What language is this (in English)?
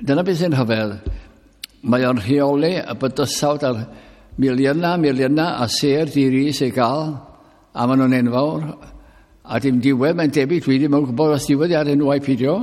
Welsh